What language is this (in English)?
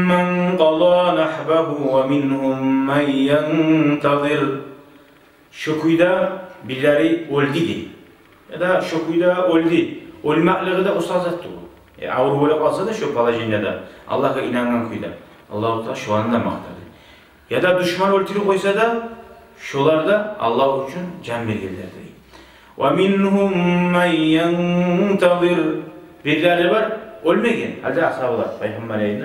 Kumyk